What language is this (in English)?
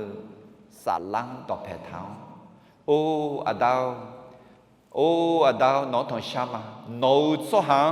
Akha